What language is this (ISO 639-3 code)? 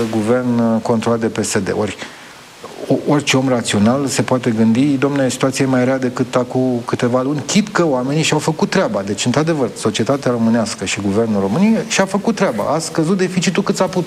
ron